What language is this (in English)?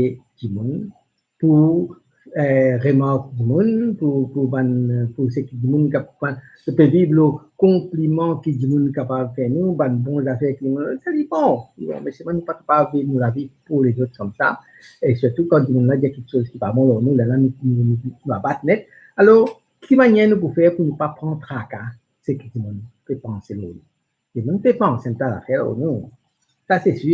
Morisyen